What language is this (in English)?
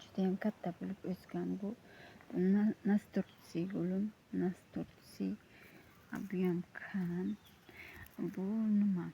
Uzbek